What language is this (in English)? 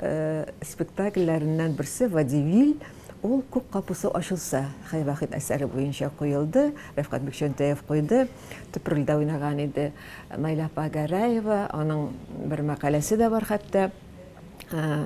Tatar